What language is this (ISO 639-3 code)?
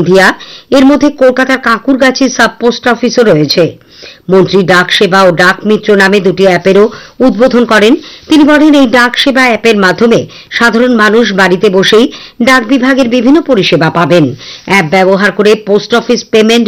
ben